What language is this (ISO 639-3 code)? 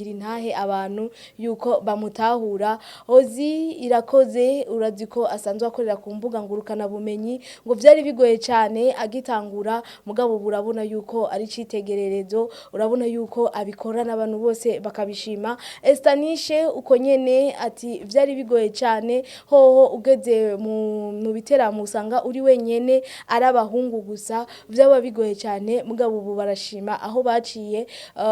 run